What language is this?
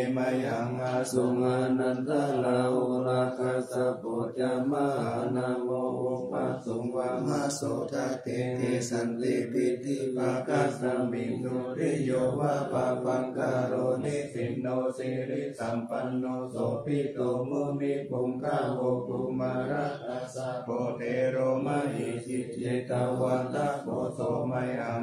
Pali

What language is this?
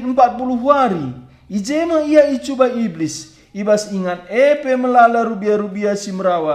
Batak Karo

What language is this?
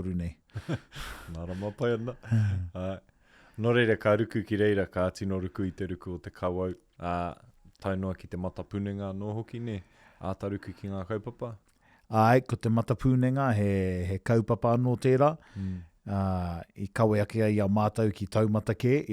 Māori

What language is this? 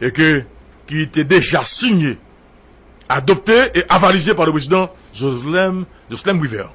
Haitian Creole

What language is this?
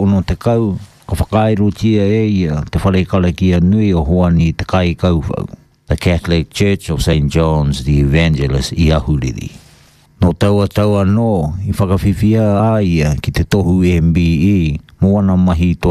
Māori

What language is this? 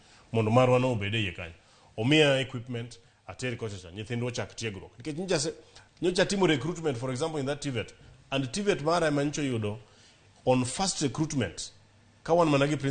Luo (Kenya and Tanzania)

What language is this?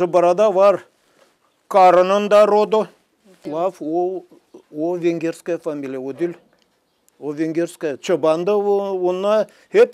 Gagauz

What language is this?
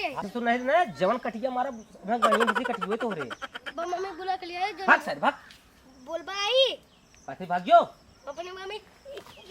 Awadhi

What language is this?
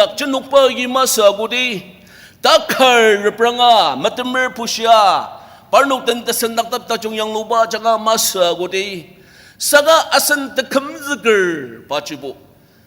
Ao Naga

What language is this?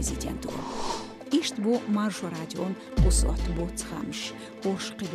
Chechen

